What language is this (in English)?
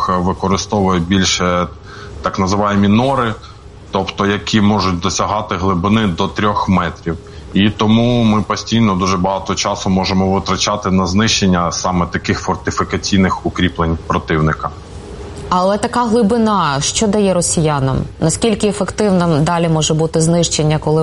Ukrainian